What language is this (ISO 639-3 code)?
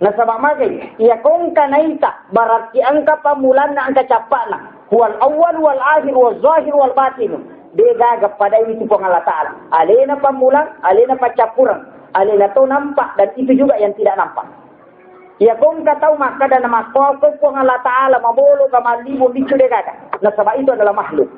bug